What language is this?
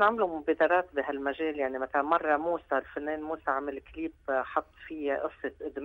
North Levantine Arabic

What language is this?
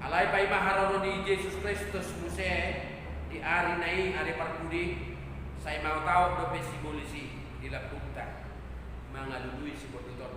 Batak Toba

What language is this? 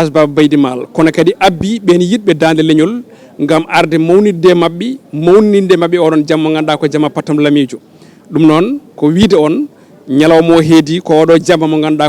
Fula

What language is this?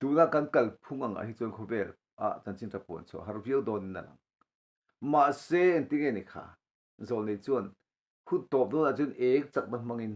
Mizo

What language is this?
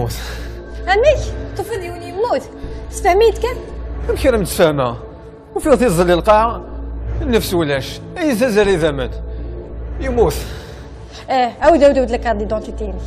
Kabyle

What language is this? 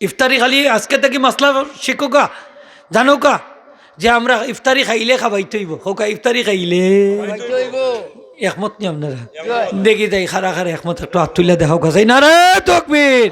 Sylheti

